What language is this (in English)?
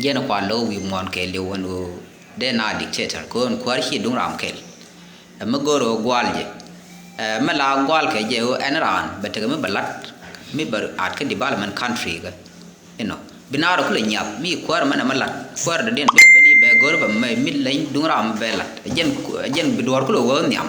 Nuer